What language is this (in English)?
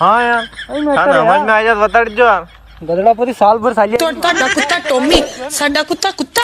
Rajasthani